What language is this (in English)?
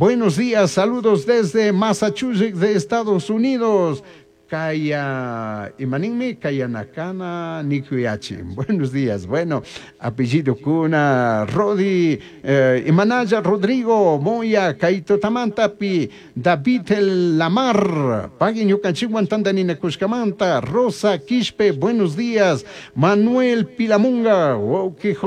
Chimborazo Highland Quichua